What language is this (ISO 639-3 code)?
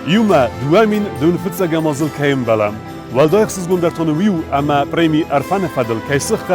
oss